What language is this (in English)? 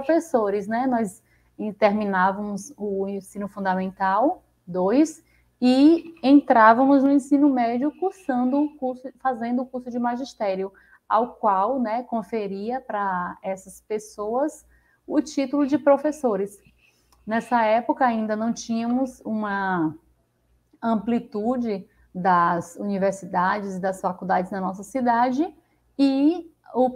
Portuguese